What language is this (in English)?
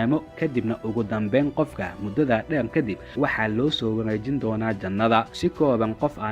Somali